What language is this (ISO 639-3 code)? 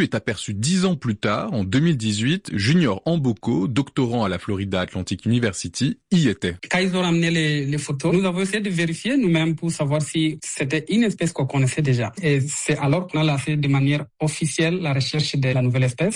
fra